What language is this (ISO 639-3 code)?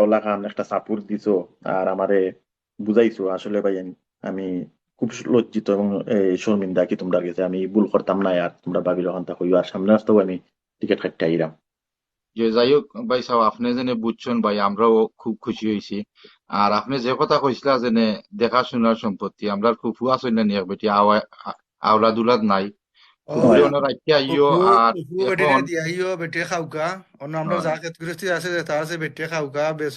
syl